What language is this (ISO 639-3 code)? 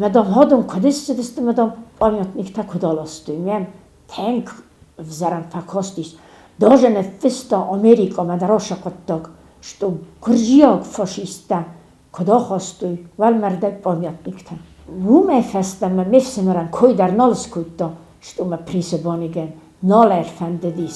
oss